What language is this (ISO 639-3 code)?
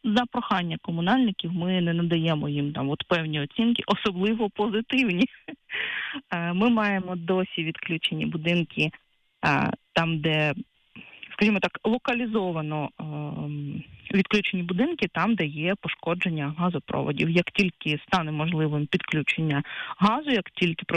ukr